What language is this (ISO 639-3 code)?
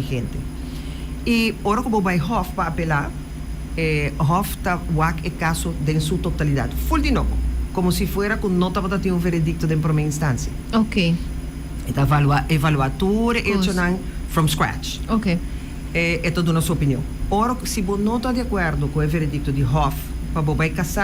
pap